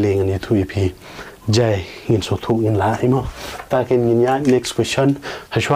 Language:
Khasi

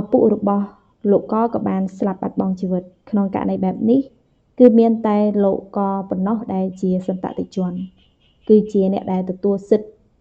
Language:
Khmer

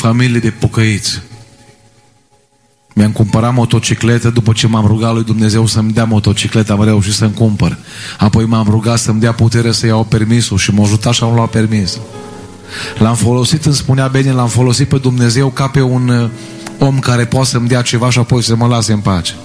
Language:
Romanian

